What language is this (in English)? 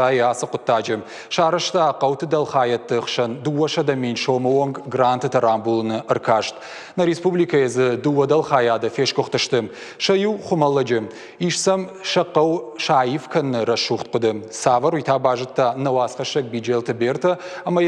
Ossetic